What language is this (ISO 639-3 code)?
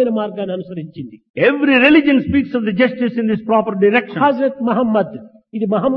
tel